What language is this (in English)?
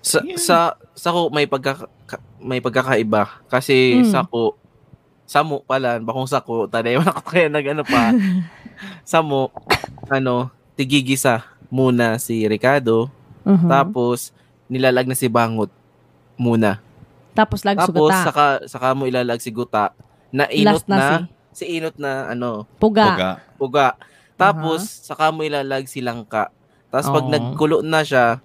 Bikol